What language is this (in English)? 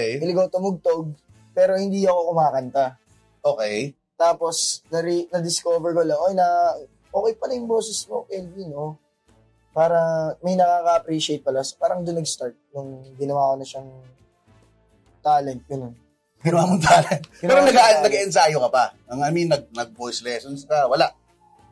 Filipino